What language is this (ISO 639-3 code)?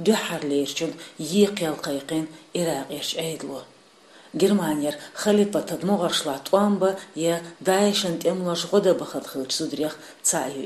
che